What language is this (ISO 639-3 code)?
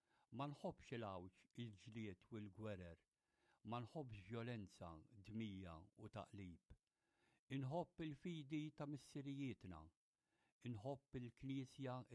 mlt